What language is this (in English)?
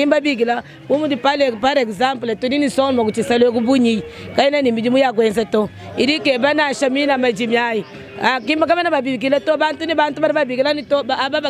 Luba-Lulua